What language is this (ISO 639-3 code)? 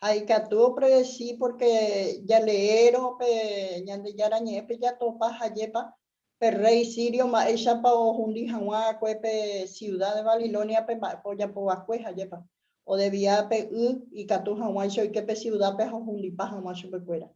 grn